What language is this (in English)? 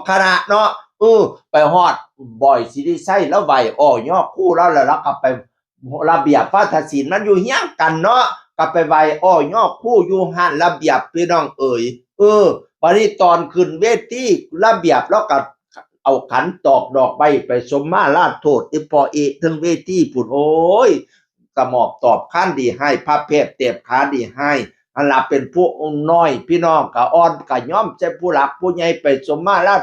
Northeastern Thai